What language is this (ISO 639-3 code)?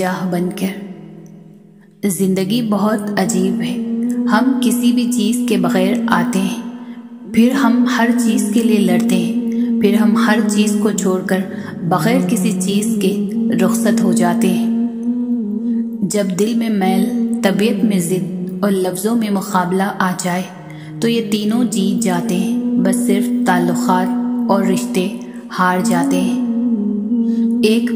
urd